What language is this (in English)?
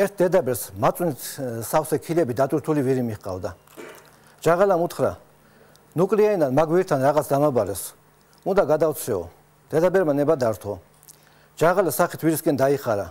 Georgian